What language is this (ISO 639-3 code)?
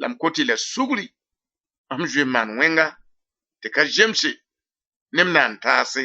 mos